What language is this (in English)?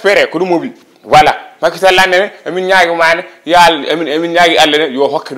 Fula